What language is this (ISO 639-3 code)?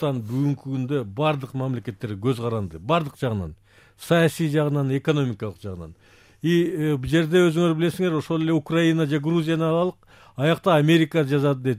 kir